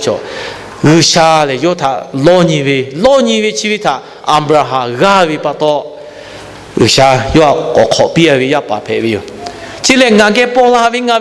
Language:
Lahu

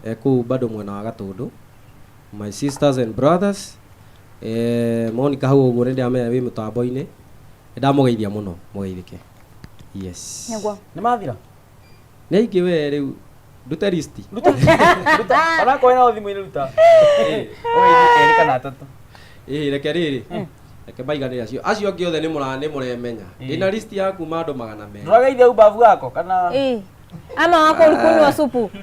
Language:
Kikuyu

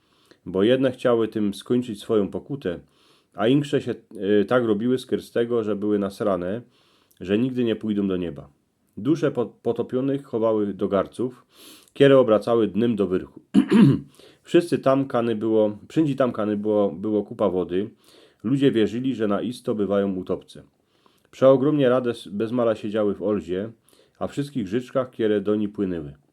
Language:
Silesian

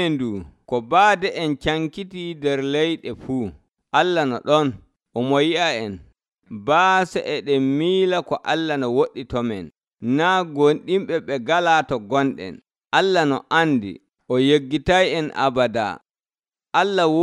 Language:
Nigerian Fulfulde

